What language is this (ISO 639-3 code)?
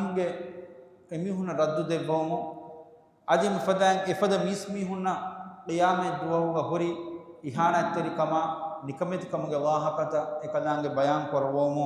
div